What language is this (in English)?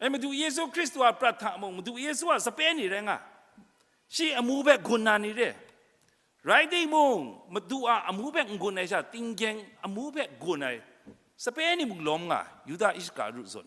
Kachin